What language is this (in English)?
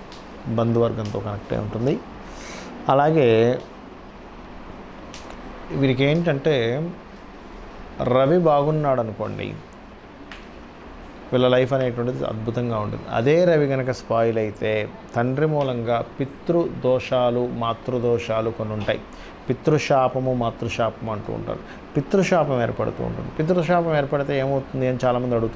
Telugu